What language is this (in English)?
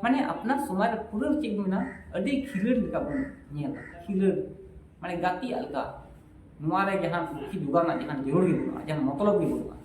Santali